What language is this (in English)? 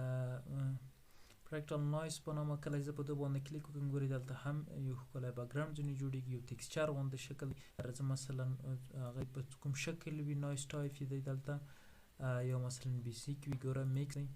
Pashto